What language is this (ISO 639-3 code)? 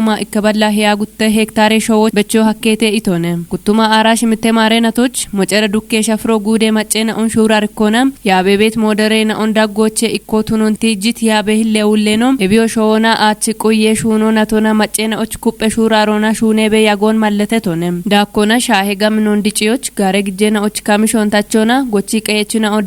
kbr